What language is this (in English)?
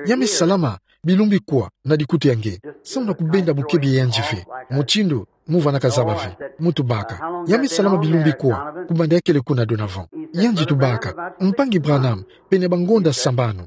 Kituba (Democratic Republic of Congo)